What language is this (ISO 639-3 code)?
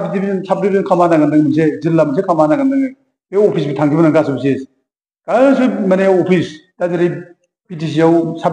brx